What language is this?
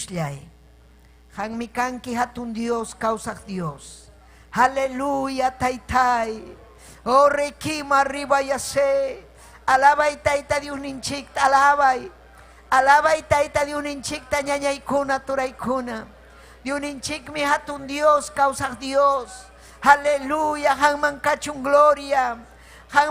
Ayacucho Quechua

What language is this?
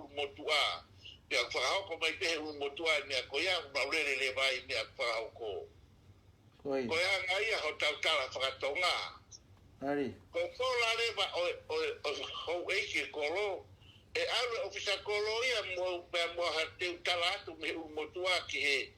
Tongan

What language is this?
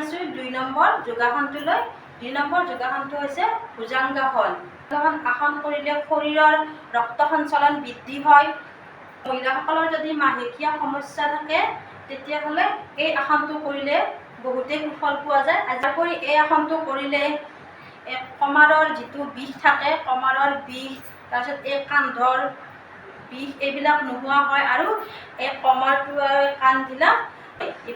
Assamese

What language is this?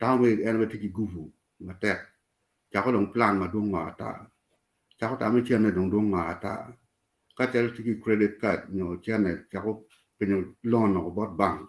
Acoli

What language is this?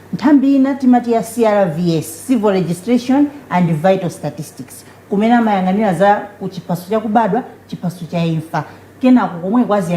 Nyanja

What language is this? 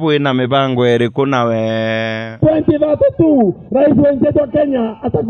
Meru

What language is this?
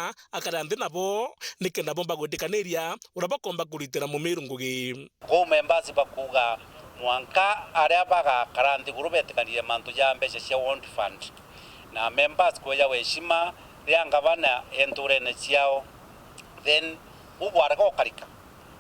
Meru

